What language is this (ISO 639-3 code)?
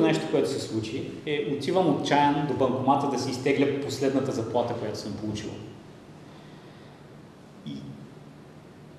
bul